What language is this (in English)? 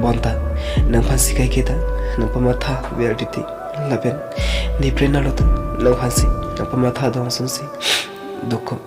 Karbi